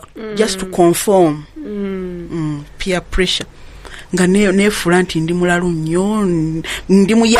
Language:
Ganda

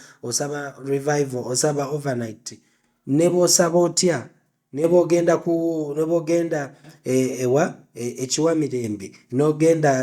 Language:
Ganda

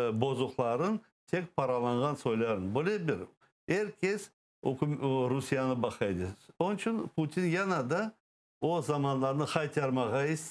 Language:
Crimean Tatar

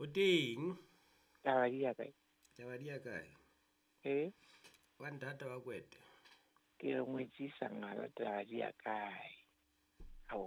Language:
Southern Sotho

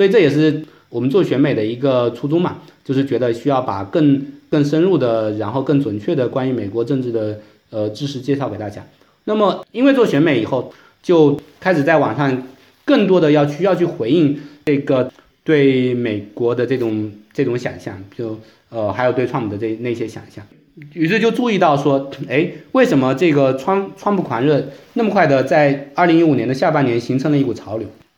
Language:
Chinese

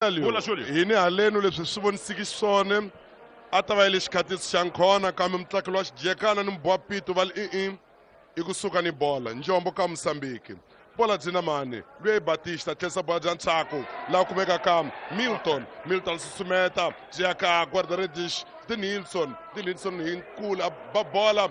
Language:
Tsonga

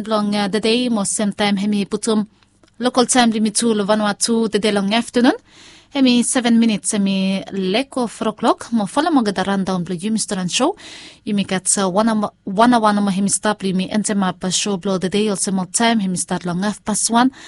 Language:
Bislama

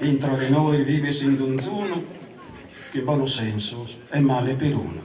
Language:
Sardinian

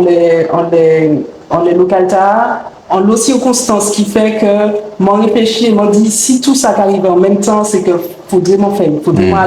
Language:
Guadeloupean Creole French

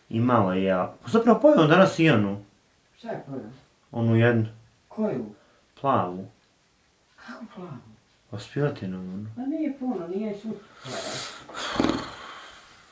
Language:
Croatian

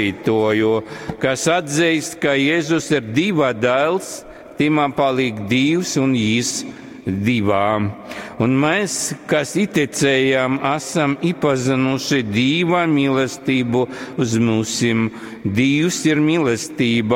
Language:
Latgalian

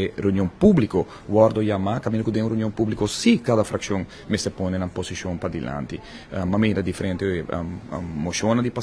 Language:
Papiamento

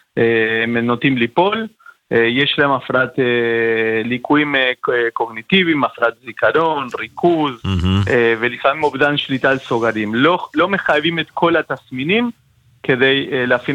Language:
Hebrew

